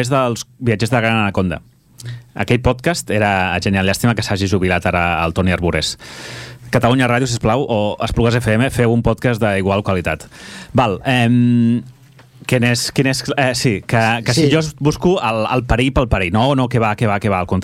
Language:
Catalan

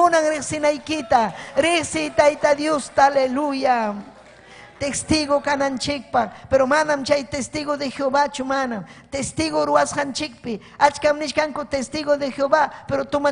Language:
Ayacucho Quechua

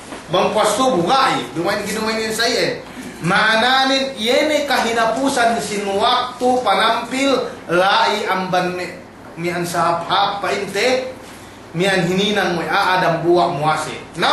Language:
Yakan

